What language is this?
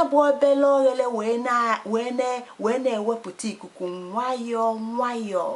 Igbo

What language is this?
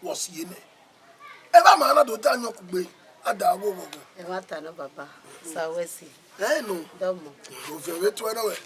Bini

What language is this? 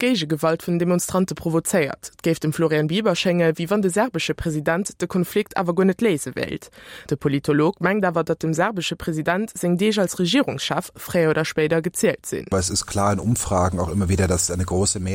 Luxembourgish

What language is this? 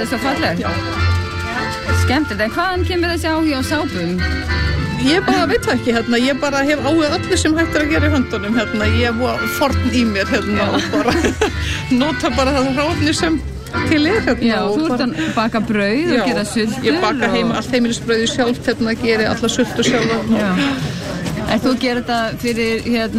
Icelandic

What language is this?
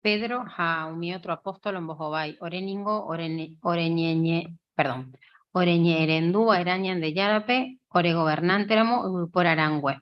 Guarani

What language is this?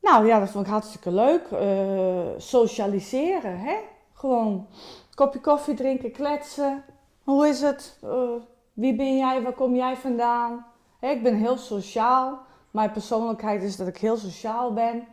Western Frisian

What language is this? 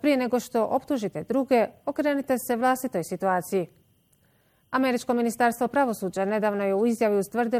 Bosnian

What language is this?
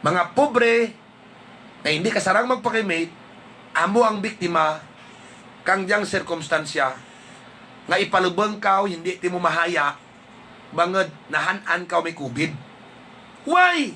Hiligaynon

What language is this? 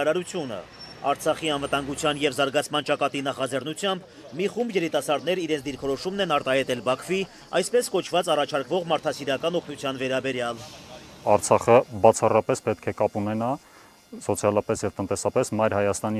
Armenian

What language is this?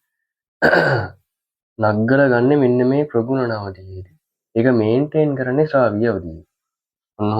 Sinhala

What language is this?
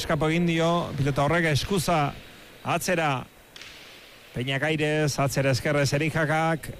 Basque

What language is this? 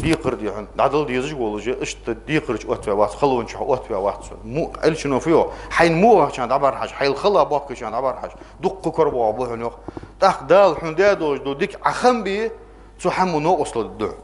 Ingush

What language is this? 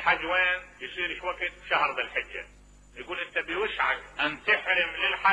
Mesopotamian Arabic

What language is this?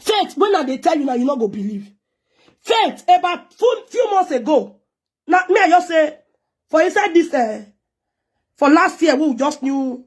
Nigerian Pidgin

